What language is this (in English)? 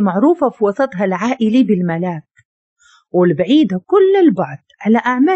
Moroccan Arabic